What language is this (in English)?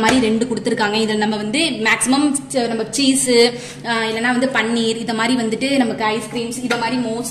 Tamil